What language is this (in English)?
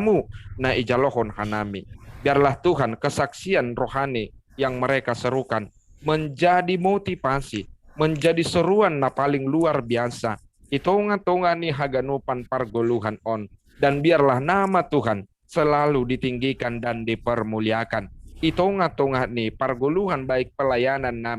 Batak Simalungun